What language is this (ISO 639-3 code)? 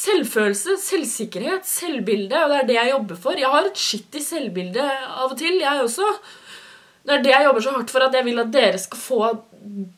nor